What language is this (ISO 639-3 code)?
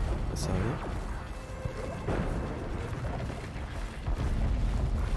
fra